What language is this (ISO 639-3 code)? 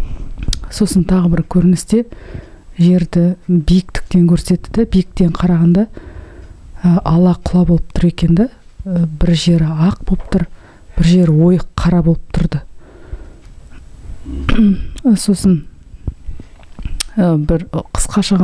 kaz